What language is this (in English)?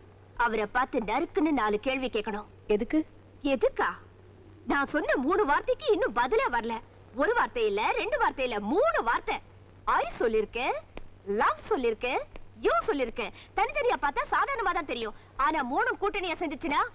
Tamil